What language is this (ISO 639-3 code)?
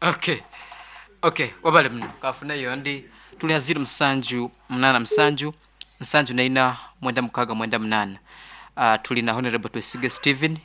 nyo